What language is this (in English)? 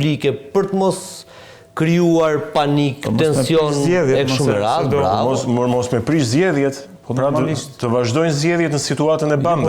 Albanian